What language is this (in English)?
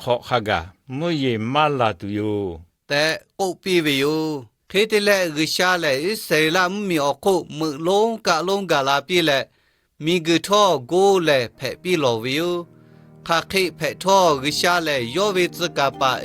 Lahu